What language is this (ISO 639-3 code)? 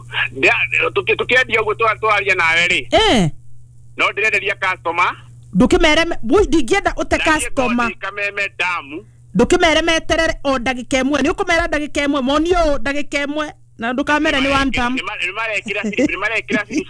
kik